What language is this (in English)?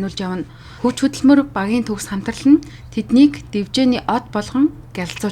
Mongolian